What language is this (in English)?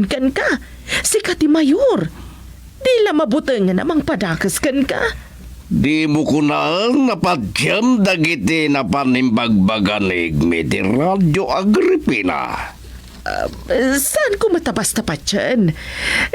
Iloko